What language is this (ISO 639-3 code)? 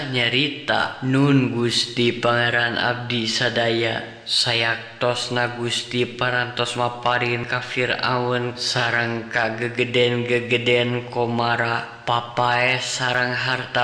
sun